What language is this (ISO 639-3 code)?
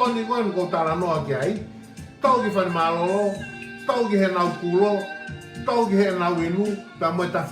ton